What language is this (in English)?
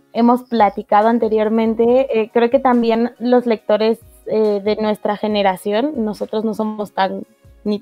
Spanish